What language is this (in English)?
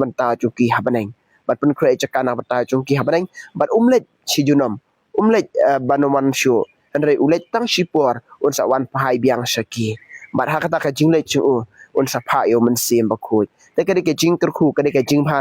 Khasi